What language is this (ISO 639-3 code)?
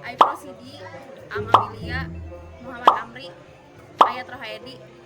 sun